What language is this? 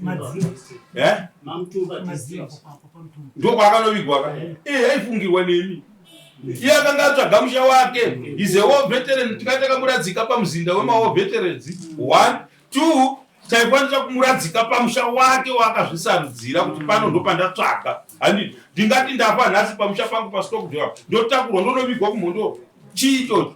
Shona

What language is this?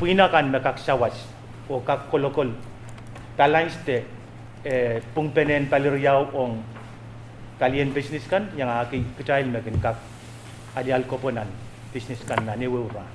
Pohnpeian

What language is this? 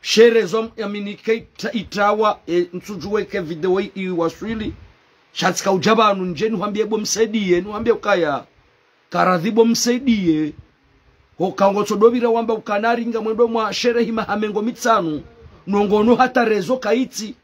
Ngazidja Comorian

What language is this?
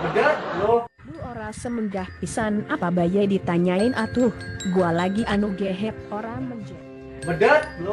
Betawi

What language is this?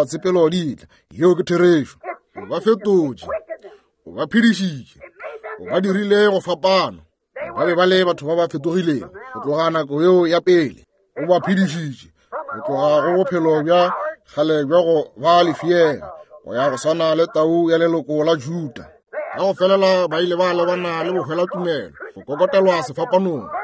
Northern Sotho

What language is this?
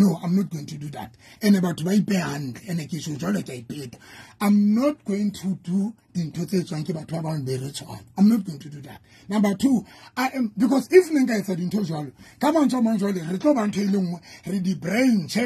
Southern Sotho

